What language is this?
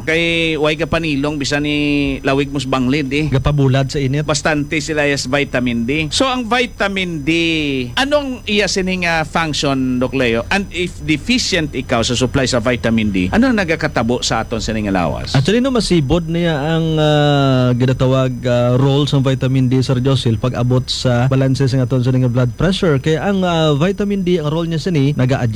Hiligaynon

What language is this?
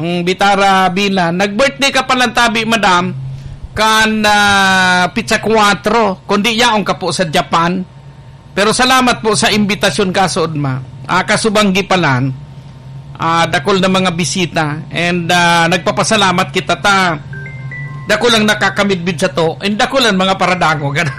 Bikol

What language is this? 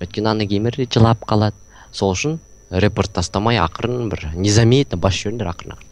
Kazakh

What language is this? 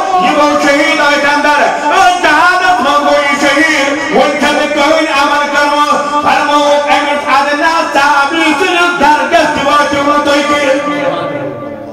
Urdu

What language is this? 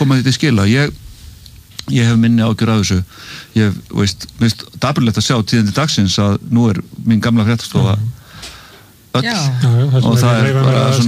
Icelandic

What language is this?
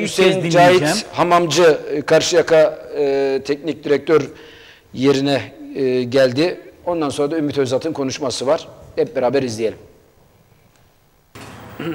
Turkish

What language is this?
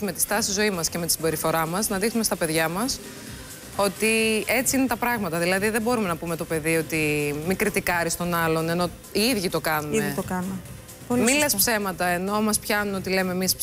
Greek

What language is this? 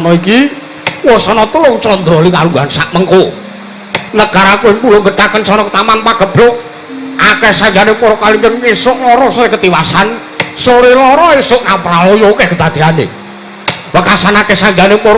Javanese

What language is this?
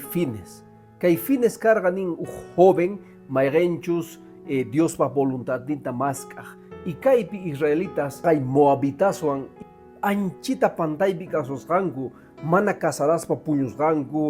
Quechua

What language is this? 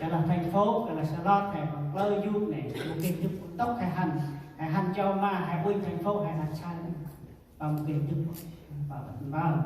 Central Mnong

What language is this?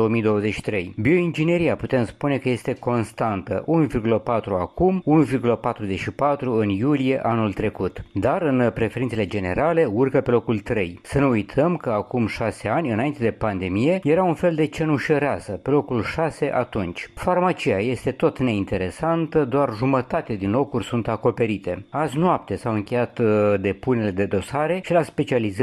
Romanian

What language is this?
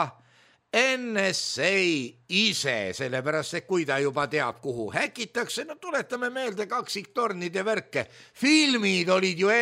Estonian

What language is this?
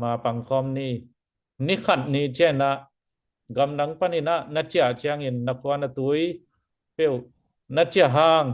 Tedim Chin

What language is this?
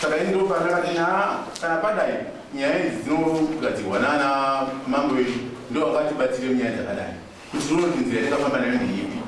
Shona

